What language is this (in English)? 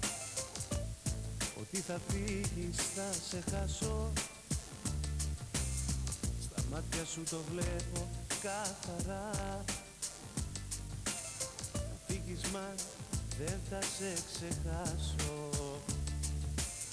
Greek